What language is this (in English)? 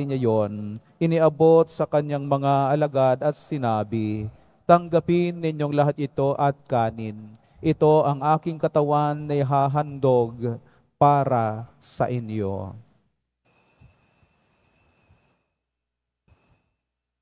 Filipino